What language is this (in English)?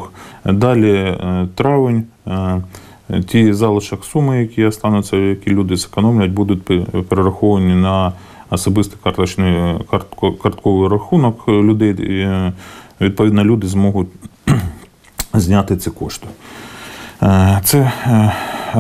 Ukrainian